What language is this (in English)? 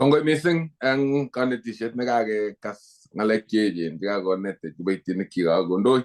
Kalenjin